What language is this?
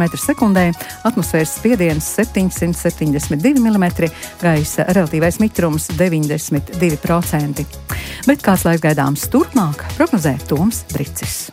Latvian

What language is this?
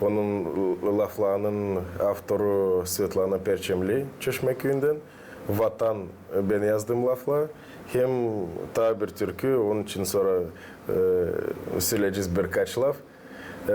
Gagauz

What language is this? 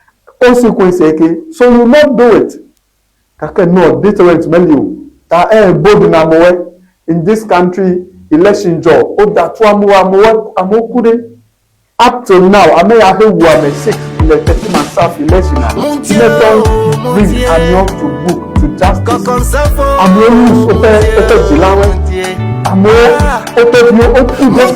Ewe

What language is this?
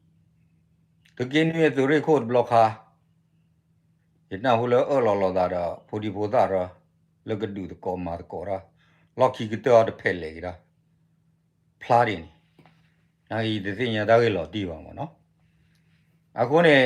S'gaw Karen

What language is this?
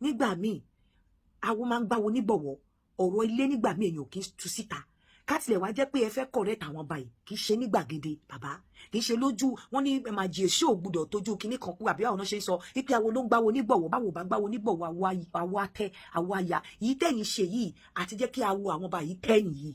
Yoruba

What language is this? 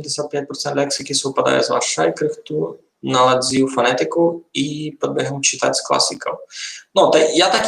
Rusyn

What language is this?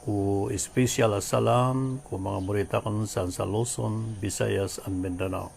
Maranao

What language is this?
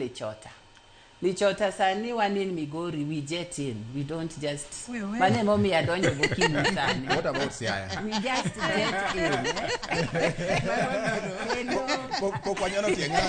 Luo (Kenya and Tanzania)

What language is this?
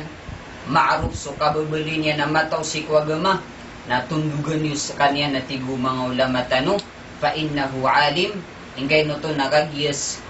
Maranao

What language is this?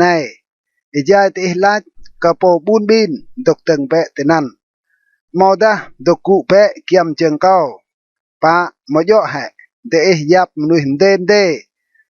Rade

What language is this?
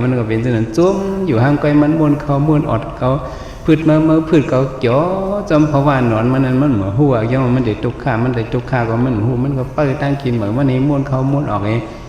Shan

